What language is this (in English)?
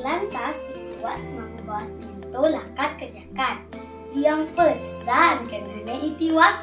Balinese